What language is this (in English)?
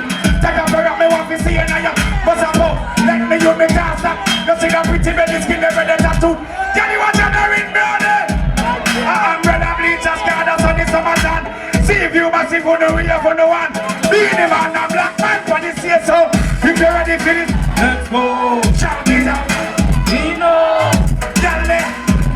Jamaican Creole English